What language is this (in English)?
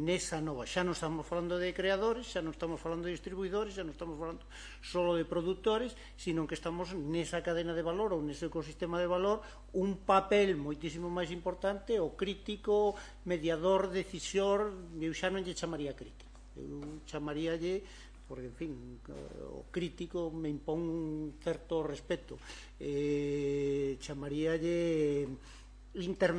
Galician